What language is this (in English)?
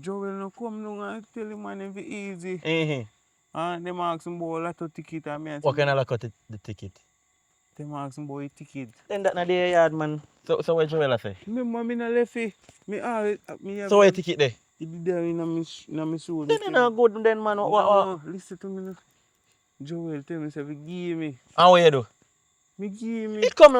Jamaican Creole English